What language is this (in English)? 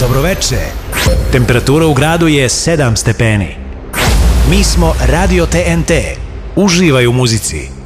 Serbian